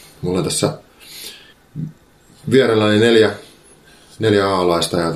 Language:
Finnish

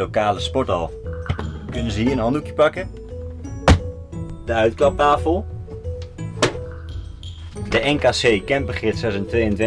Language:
Dutch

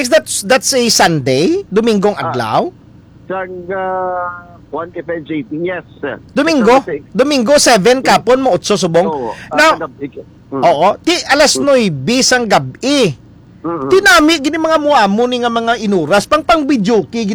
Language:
Hiligaynon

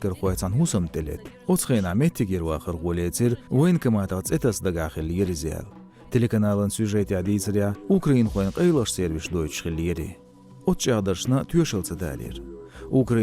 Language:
Chechen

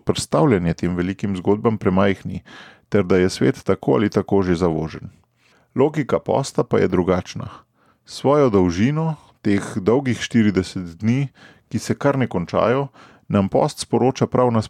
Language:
Slovenian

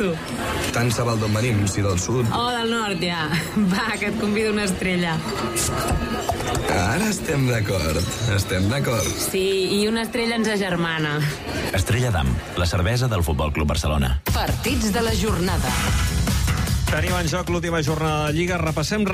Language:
Catalan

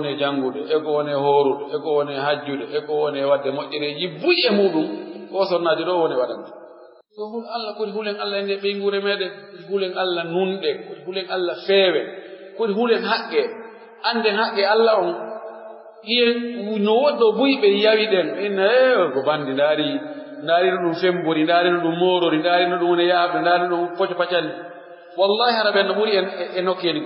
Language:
Pular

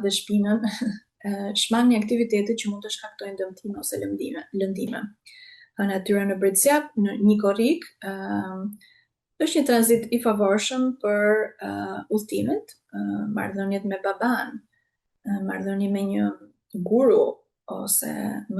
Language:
Albanian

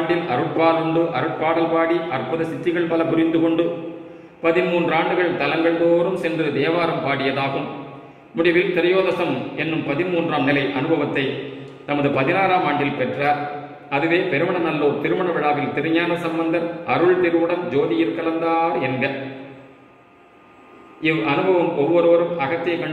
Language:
Tamil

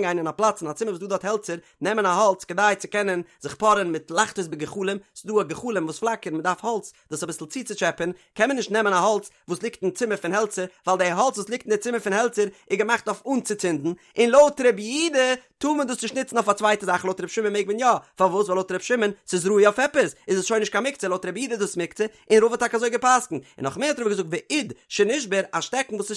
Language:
Yiddish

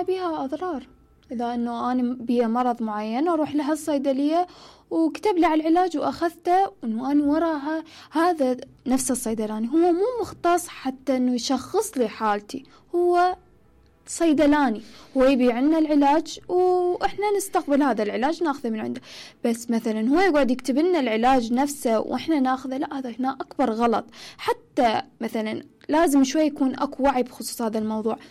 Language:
Mesopotamian Arabic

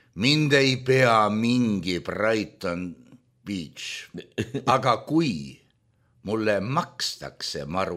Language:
Estonian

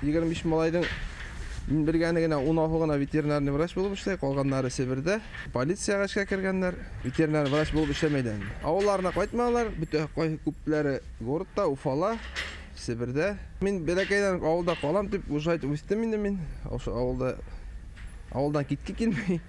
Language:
Bashkir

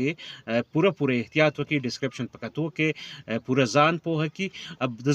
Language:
Pashto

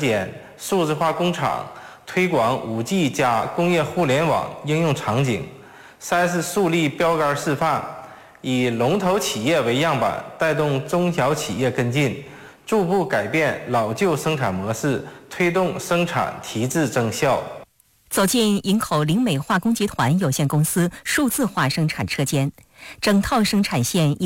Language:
Chinese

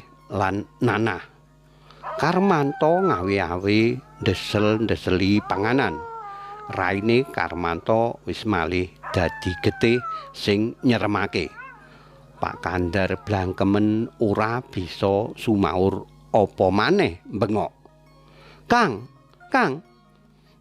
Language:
Javanese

